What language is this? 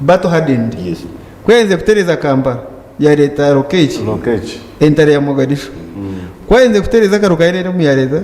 Nyankole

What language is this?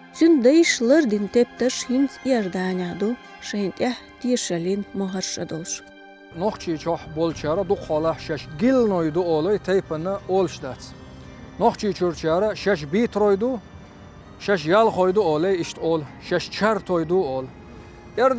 Chechen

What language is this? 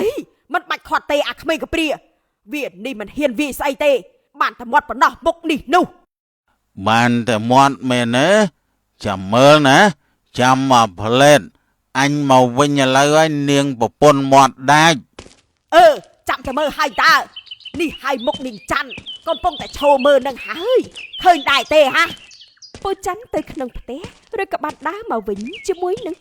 Khmer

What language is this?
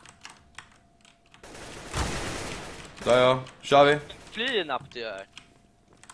Swedish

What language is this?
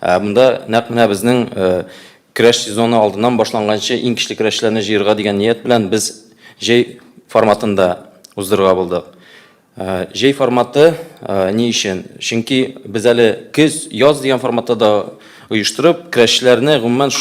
Tatar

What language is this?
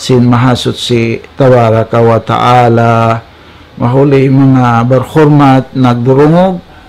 Tausug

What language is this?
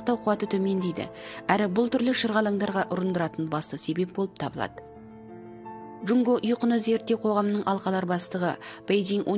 Kazakh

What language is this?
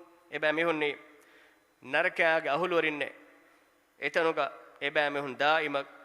Divehi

